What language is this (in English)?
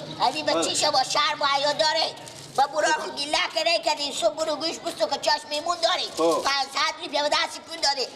Persian